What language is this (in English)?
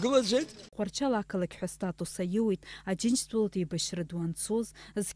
Abkhazian